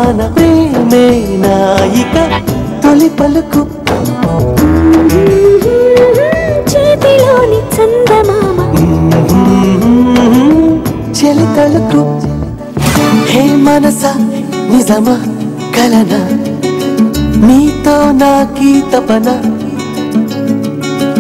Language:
Telugu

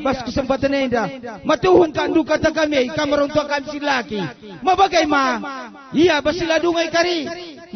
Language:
Batak Karo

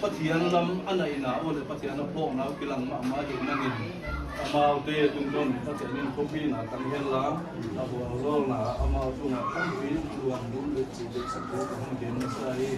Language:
Paite Chin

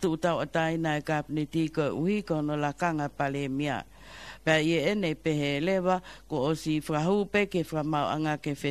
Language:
Tongan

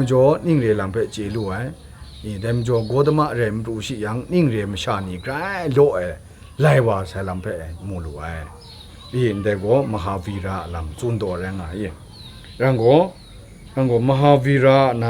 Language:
Kachin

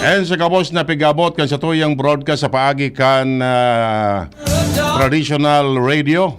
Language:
Bikol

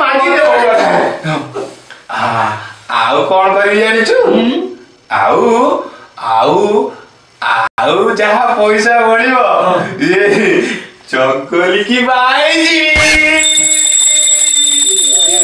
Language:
Odia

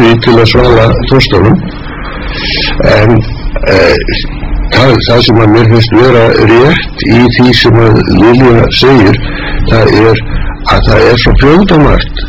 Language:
Icelandic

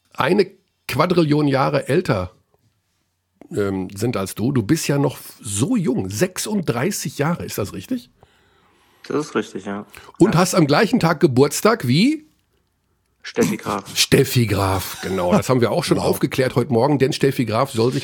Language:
German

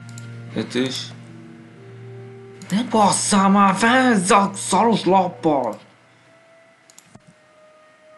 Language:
Hungarian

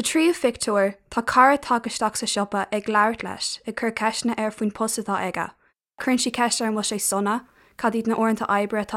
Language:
Irish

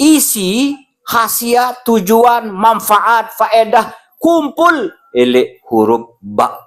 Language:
Sasak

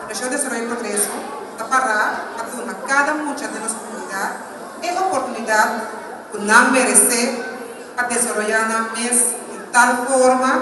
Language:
Papiamento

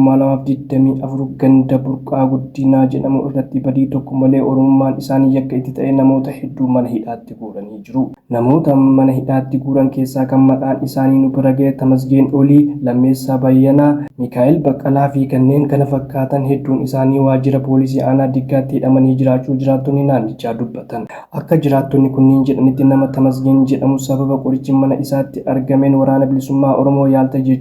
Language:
Oromo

